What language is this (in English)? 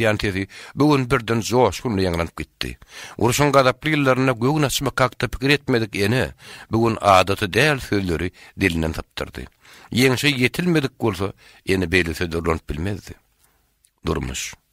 Turkmen